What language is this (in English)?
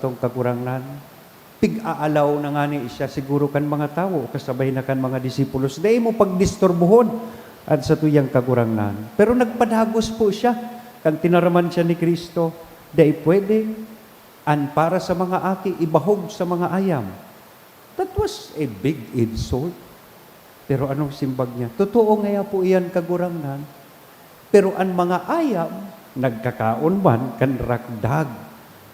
Bikol